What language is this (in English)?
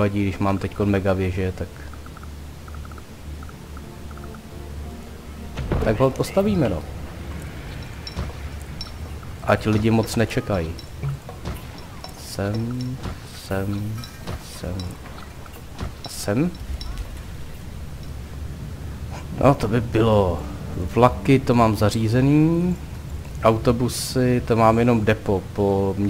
Czech